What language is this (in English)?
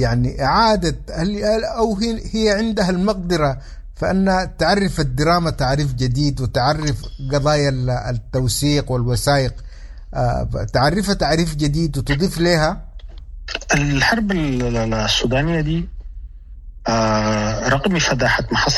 Sudanese Arabic